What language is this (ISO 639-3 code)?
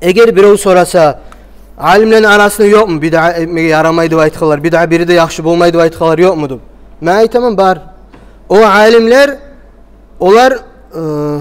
kum